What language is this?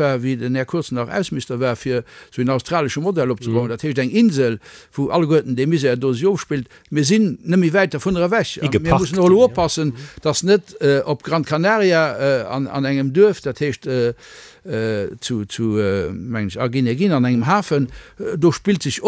Luxembourgish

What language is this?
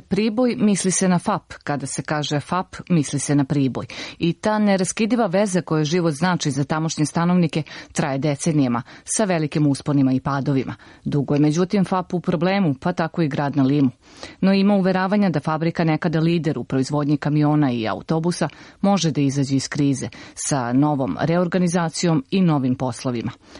Serbian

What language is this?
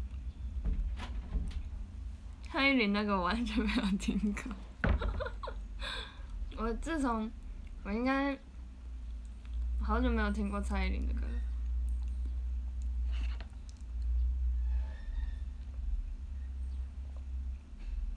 Chinese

